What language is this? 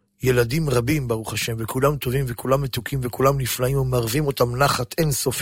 Hebrew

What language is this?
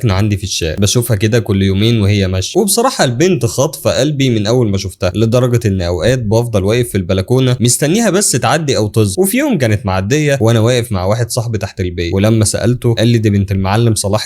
Egyptian Arabic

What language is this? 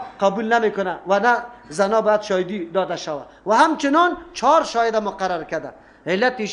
Persian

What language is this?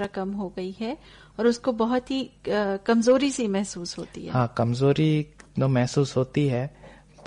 Hindi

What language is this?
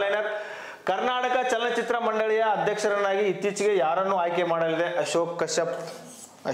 Kannada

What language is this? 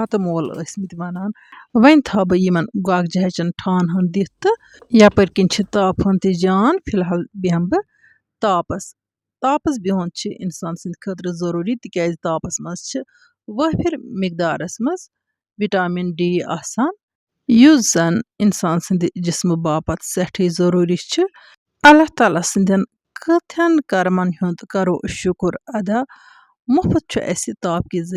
Kashmiri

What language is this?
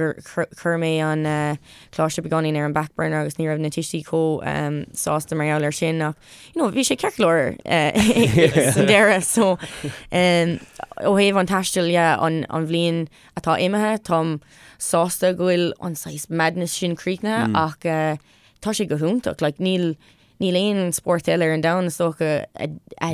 Irish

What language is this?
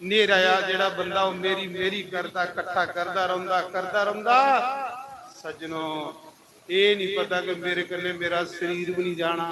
Dogri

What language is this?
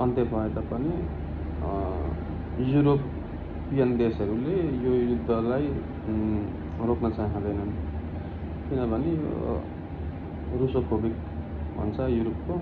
Nepali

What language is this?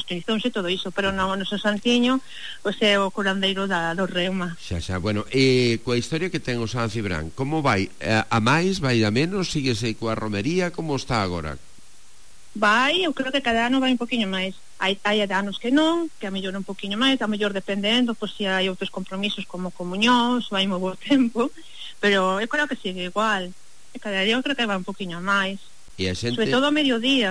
Galician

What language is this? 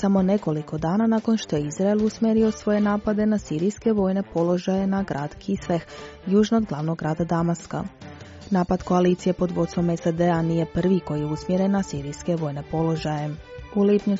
Croatian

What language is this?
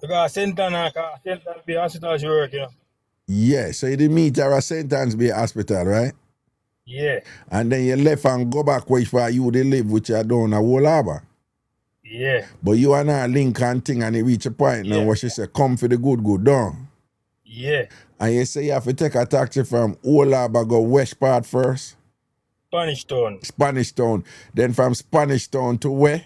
Jamaican Creole English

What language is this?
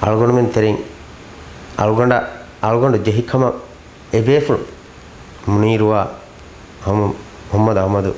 Divehi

